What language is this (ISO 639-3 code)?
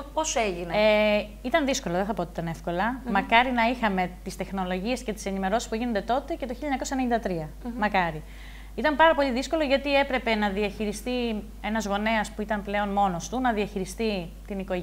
ell